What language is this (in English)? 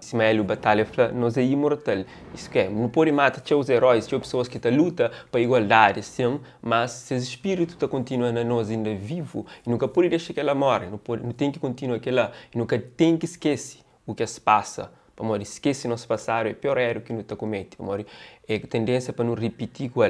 Kabuverdianu